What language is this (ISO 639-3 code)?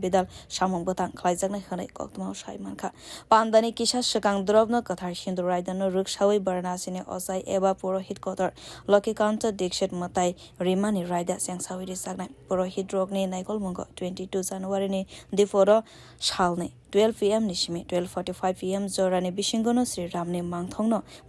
trp